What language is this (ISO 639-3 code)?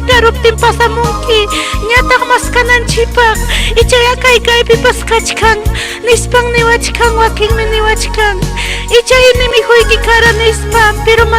quy